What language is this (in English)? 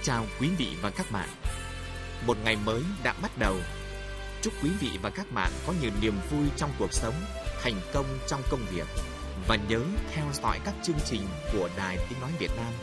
Vietnamese